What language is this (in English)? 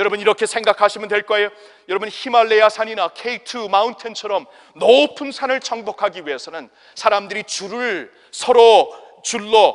Korean